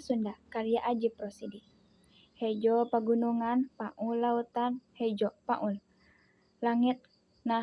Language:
Sundanese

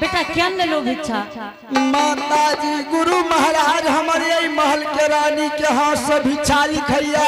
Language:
Angika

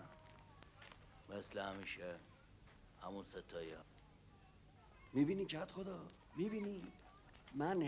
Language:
Persian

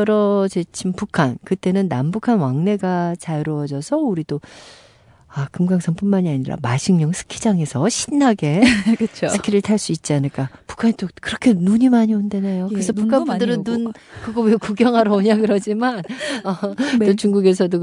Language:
Korean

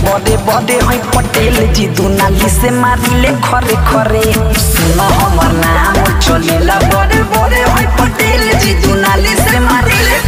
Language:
Bhojpuri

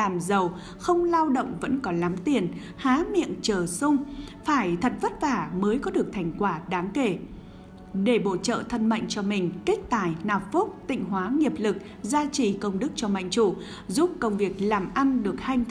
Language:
Vietnamese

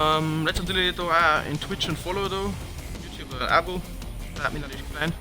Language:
Bavarian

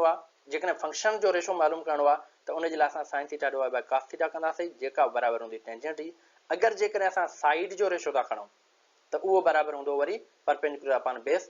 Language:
Sindhi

